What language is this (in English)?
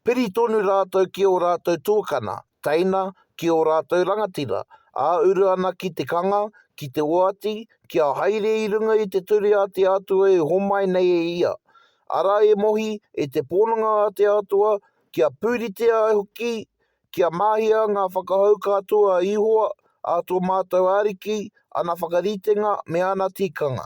Māori